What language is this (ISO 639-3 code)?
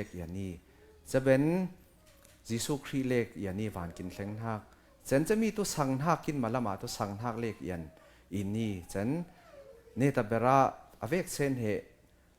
cfm